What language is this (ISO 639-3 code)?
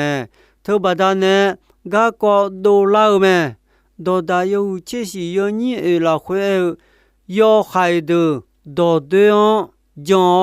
ahk